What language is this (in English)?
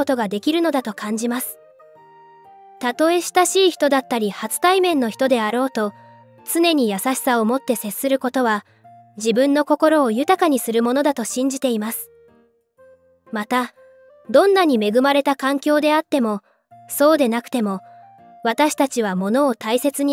Japanese